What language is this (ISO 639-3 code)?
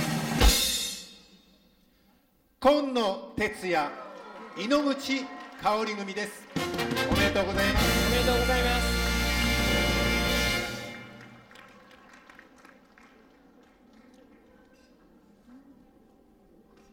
jpn